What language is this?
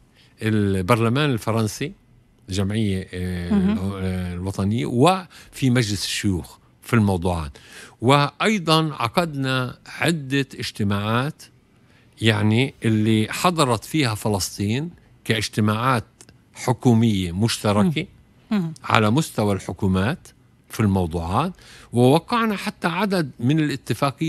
Tunisian Arabic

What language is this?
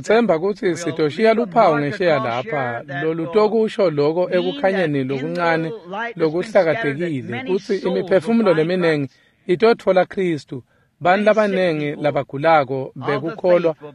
Swati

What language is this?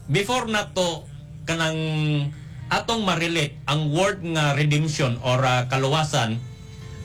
Cebuano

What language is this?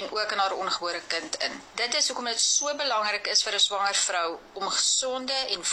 Afrikaans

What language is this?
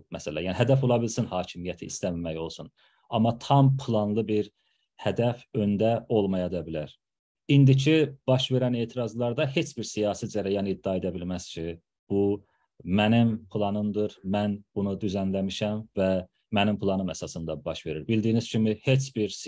South Azerbaijani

